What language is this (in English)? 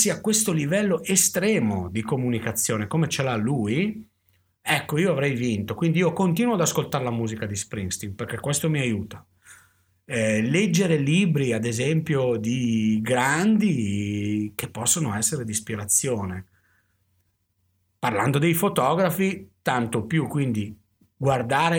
Italian